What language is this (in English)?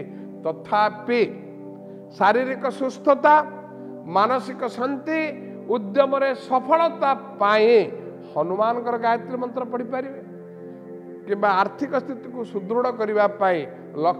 Odia